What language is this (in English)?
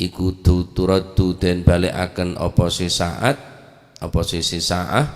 Madurese